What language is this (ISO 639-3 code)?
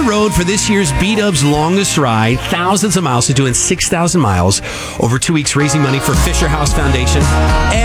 eng